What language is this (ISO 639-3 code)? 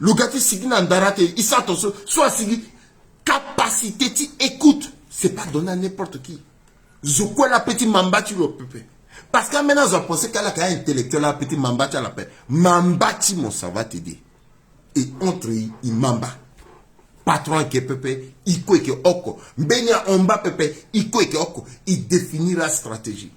sag